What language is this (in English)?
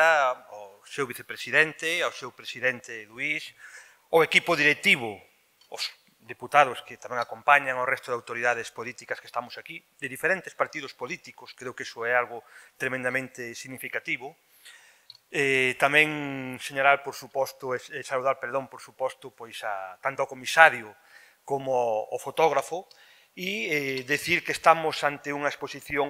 Galician